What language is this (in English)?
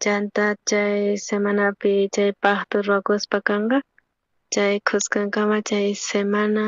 South Bolivian Quechua